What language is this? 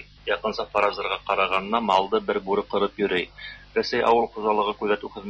Tatar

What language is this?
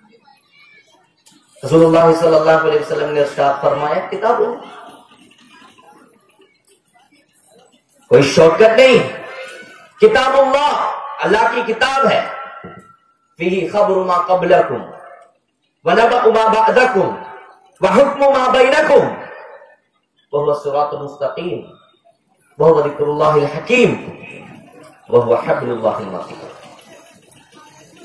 Urdu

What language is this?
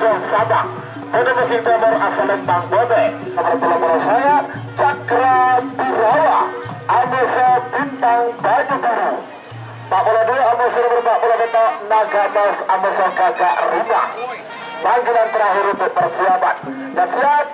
Madurese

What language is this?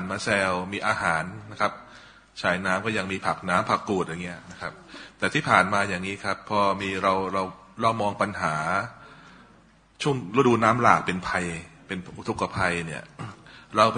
Thai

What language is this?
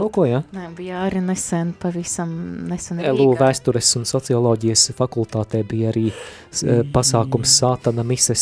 Latvian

